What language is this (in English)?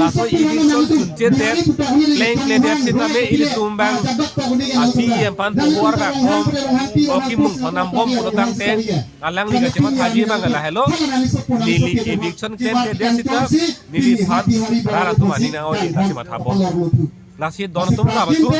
Karbi